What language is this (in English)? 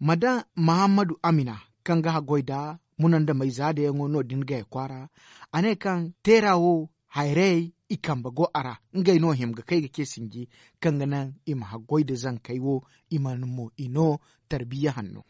Zarma